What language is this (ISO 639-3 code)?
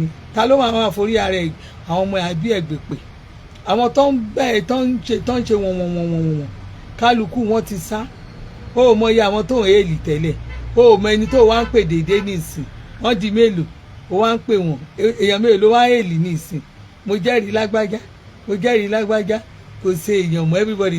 yor